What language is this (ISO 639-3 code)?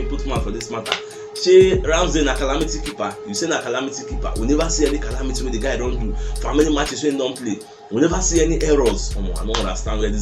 pcm